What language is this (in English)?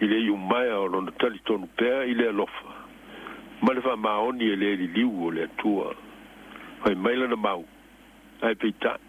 Samoan